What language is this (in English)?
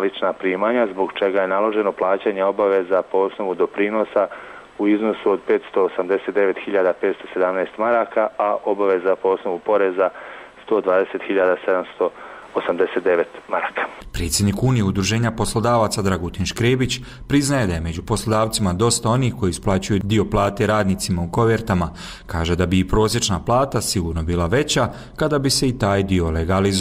Bosnian